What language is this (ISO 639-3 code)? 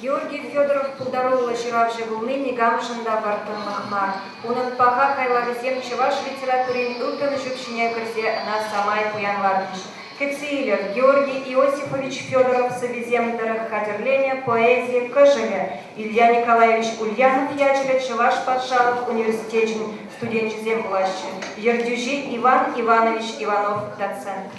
chv